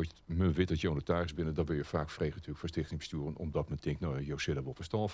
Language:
Western Frisian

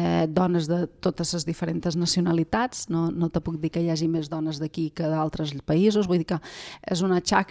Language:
Catalan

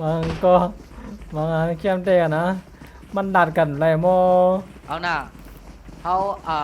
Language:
Shan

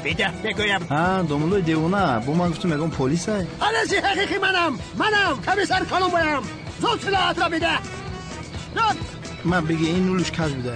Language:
Tajik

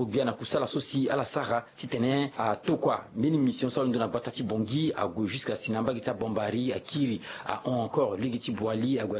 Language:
Sango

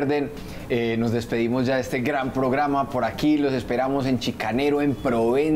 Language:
Spanish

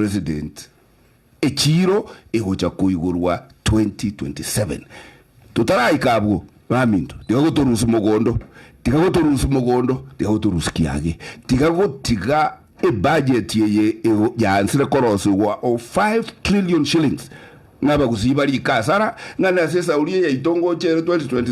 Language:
Gusii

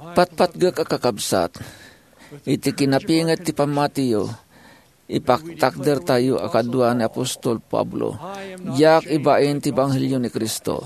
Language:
Iloko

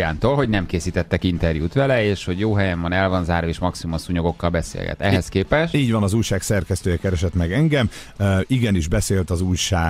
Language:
Hungarian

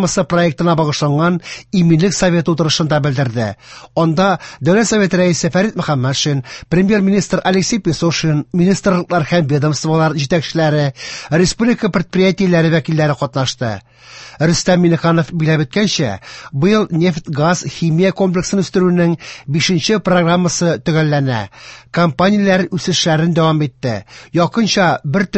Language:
Tatar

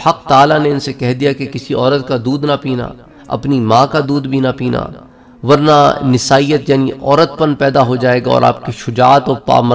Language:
Urdu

